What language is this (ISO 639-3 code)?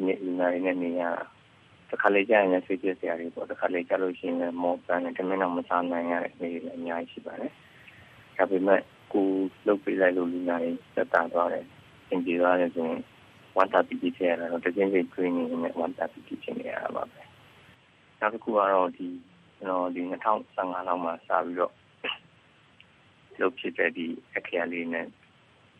mya